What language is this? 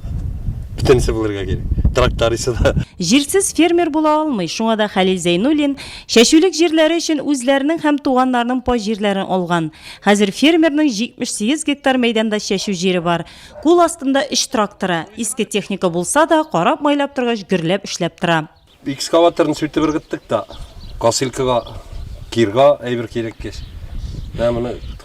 Tatar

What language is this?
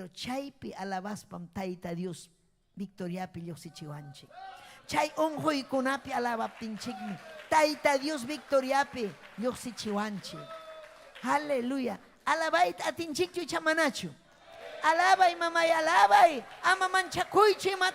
Ayacucho Quechua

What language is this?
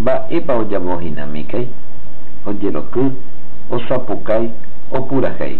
Guarani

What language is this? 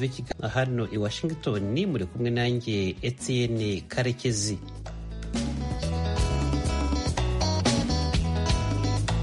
Kinyarwanda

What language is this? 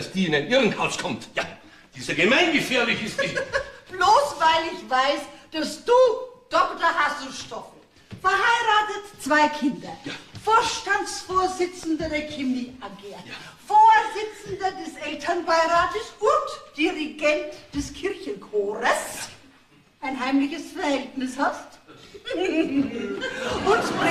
Bavarian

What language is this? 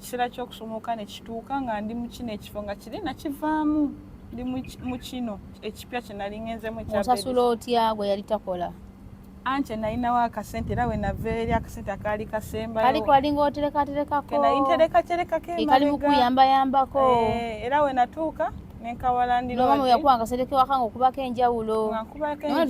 Ganda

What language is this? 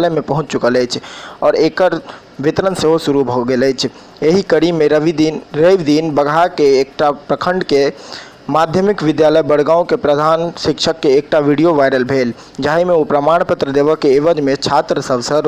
Maithili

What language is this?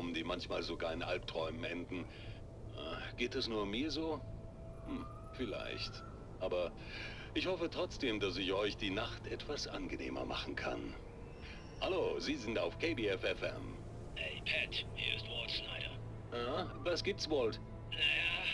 Bavarian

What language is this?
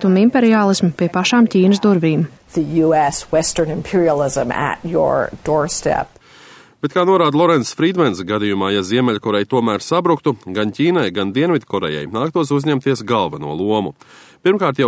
Latvian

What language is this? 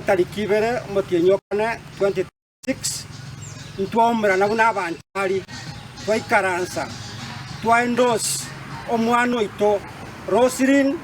Gusii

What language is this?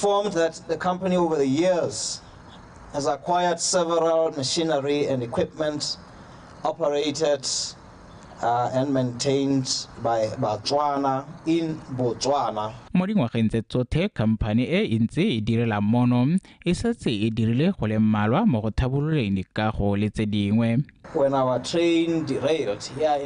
Tswana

